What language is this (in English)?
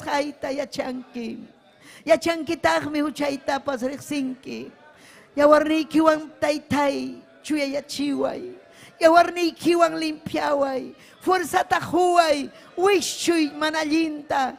Ayacucho Quechua